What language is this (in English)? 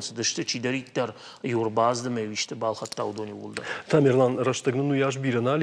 Ossetic